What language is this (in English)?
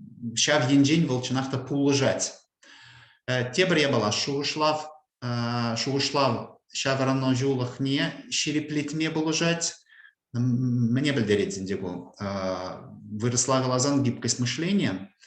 Chuvash